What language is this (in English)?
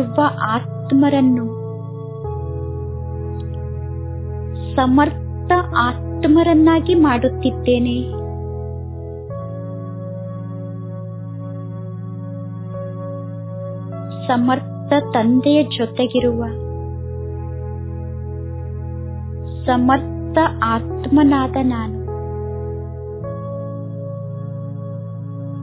Kannada